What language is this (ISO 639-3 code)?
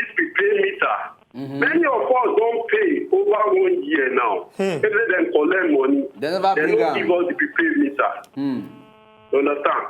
pcm